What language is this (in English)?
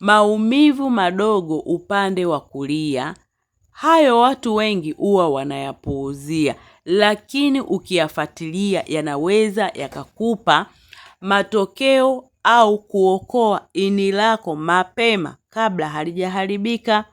Swahili